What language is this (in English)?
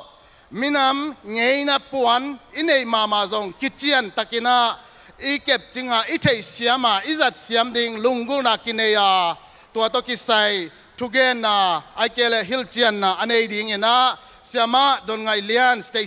Tedim Chin